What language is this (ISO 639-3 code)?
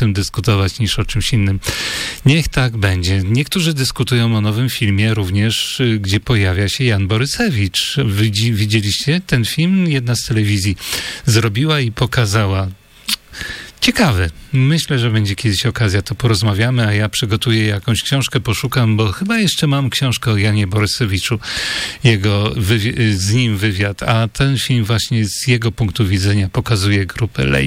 pol